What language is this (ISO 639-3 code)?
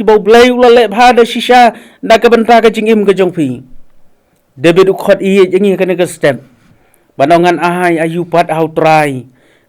kha